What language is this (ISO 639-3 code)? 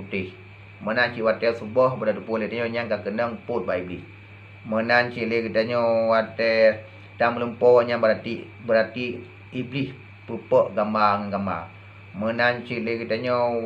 ace